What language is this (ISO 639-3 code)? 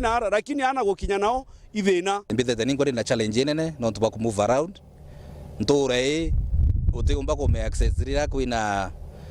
mer